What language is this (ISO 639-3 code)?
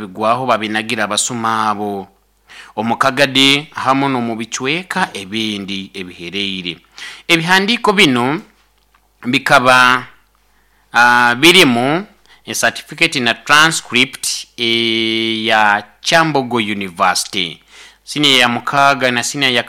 nyo